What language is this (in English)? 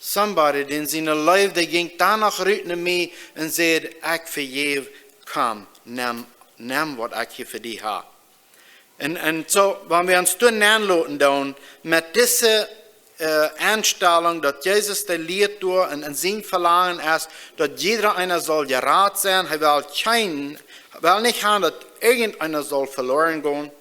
Plautdietsch